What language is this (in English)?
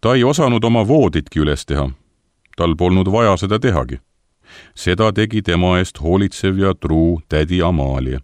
Estonian